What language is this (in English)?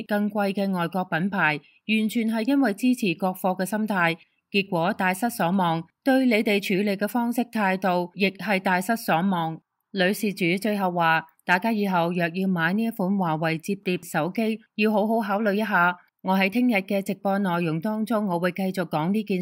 Cantonese